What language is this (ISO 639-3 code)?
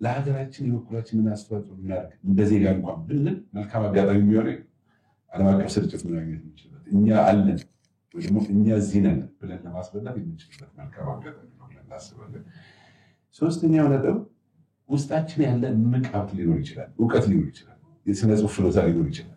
amh